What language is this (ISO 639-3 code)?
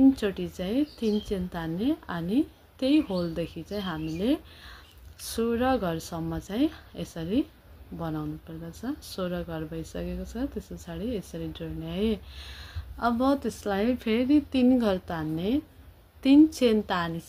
nep